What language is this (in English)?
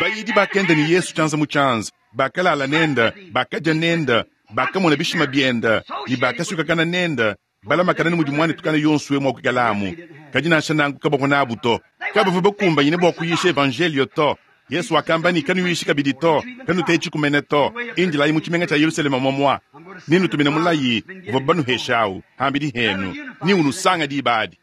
Luba-Lulua